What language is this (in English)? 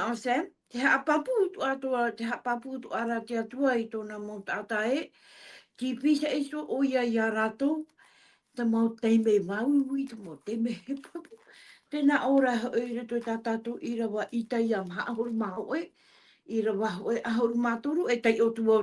Tahitian